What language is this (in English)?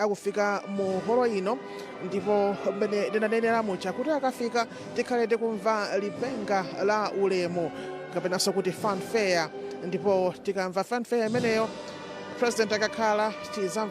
Nyanja